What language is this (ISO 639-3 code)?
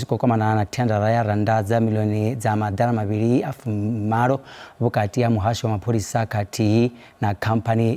ven